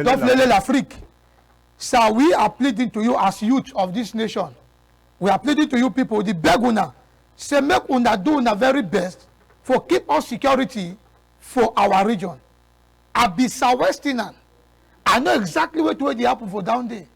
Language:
Cameroon Pidgin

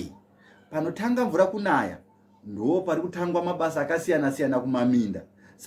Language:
Shona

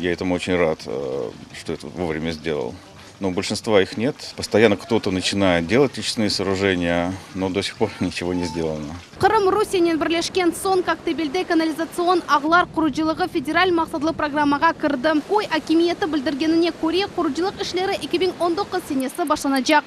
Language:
Crimean Tatar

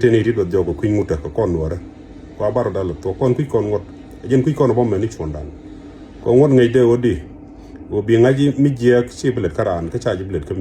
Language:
Nuer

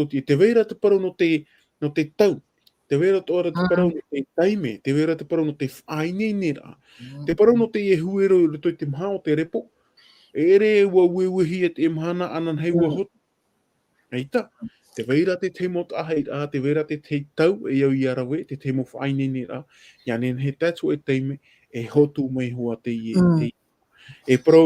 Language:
Tahitian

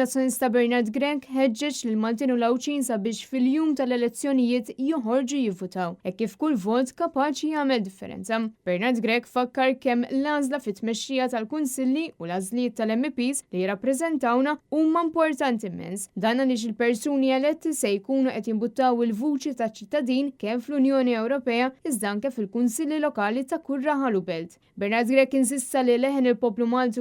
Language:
Maltese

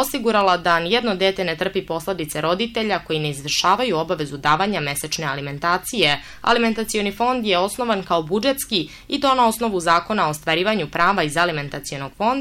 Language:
Serbian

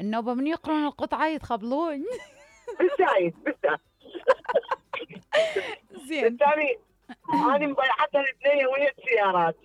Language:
Mesopotamian Arabic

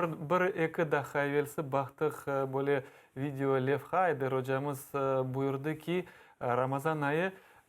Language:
Crimean Tatar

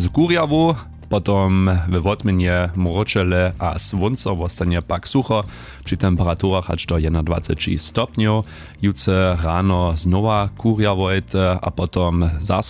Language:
Upper Sorbian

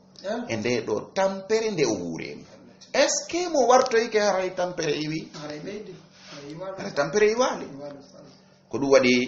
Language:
Fula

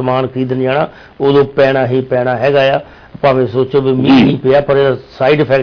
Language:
Punjabi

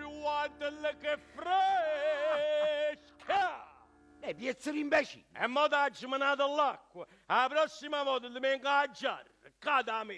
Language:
Neapolitan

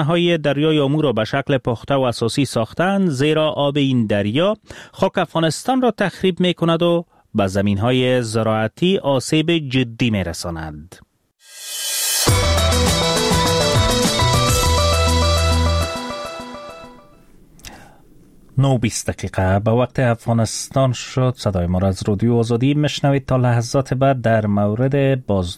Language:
Persian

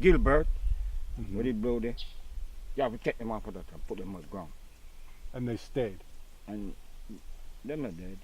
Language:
Jamaican Creole English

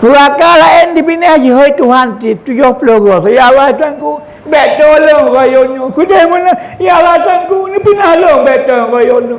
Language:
Achinese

